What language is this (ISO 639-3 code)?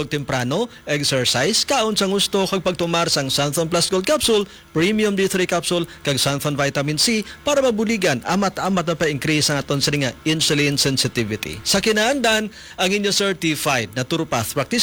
hil